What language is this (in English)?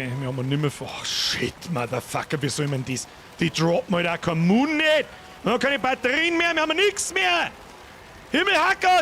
Bavarian